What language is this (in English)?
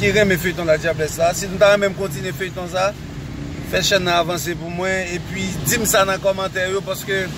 Haitian Creole